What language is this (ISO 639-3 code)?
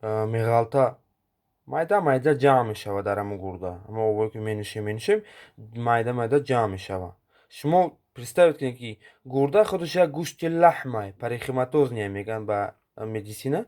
tgk